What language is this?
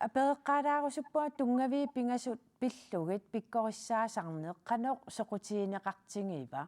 Kalaallisut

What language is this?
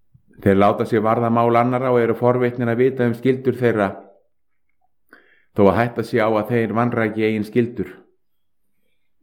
Icelandic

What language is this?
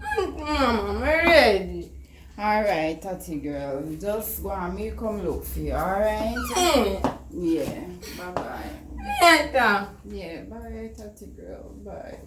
Jamaican Creole English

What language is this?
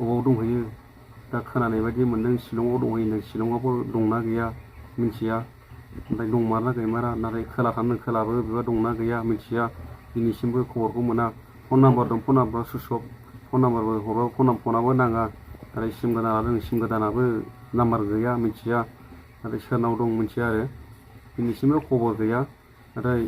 Bodo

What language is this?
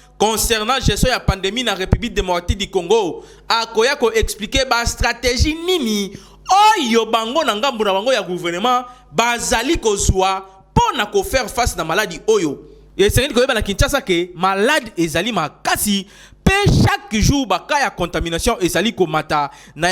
Lingala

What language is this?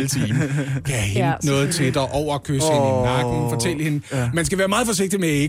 Danish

